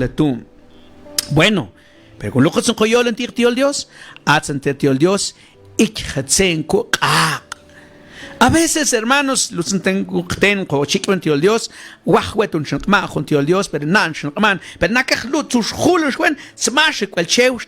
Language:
Mam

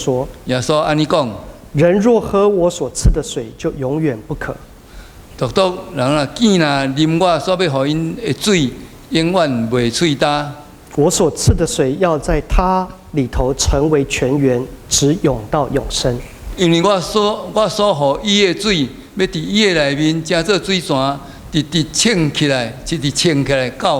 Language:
Min Nan Chinese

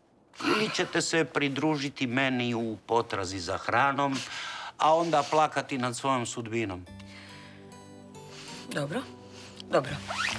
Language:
Croatian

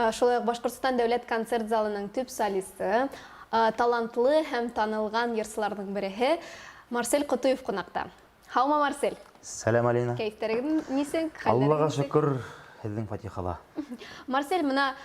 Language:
Bashkir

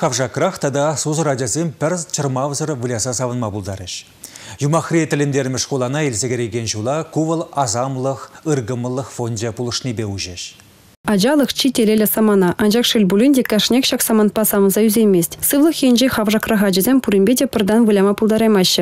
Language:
Chuvash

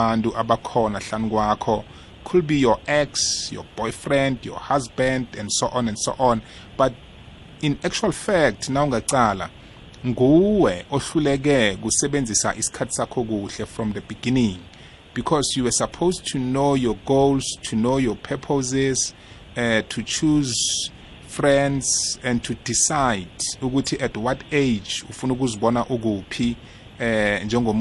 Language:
South Ndebele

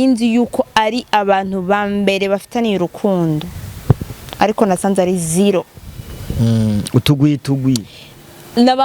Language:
Rundi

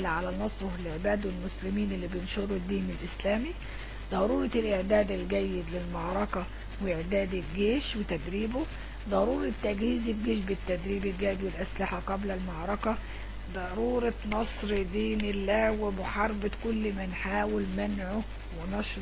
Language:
Egyptian Arabic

